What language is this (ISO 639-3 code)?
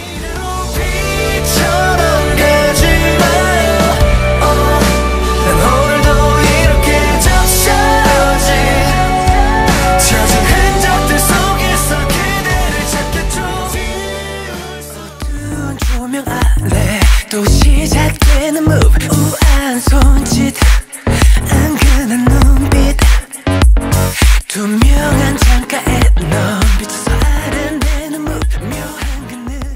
kor